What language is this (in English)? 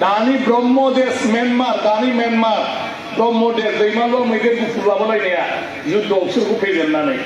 Bodo